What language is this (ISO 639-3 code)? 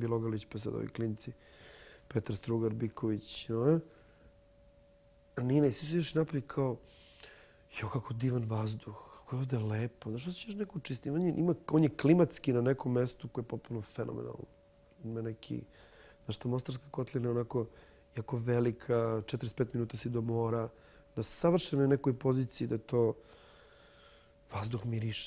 bos